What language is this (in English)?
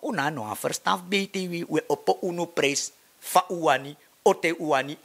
Sranan Tongo